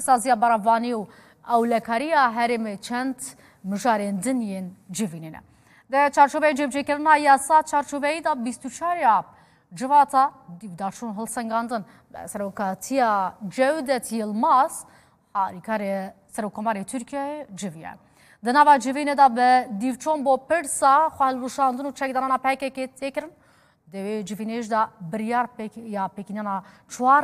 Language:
Kurdish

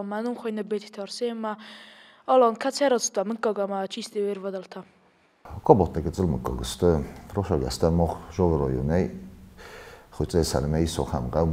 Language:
Ossetic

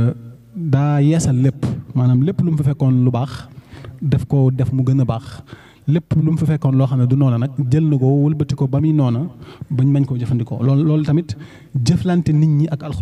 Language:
Wolof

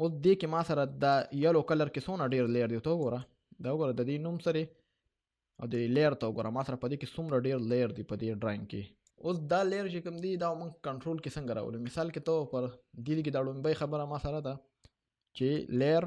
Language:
Pashto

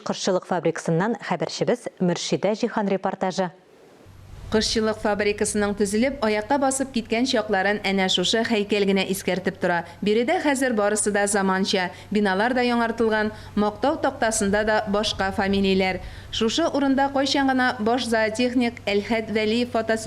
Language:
Tatar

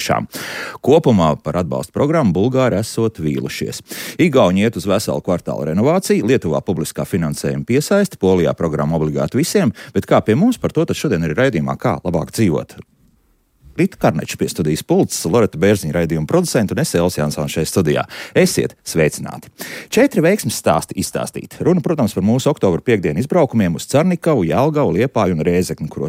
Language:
Latvian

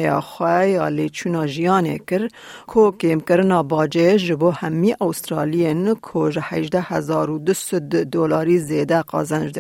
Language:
Kurdish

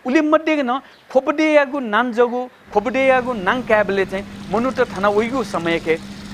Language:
Newari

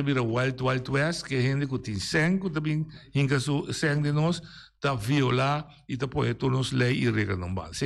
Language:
Papiamento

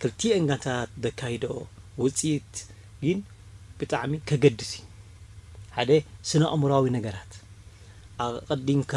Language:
Tigrinya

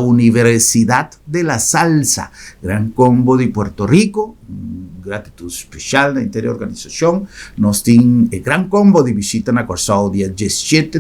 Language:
Papiamento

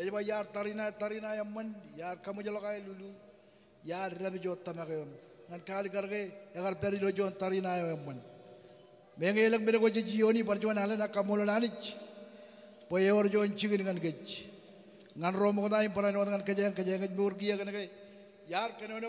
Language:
Marshallese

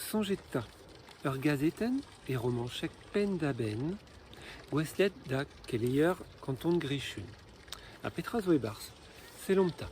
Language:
Breton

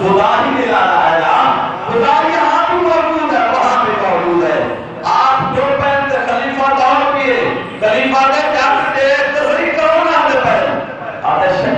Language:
Saraiki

